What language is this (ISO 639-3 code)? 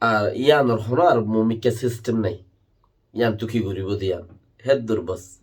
rhg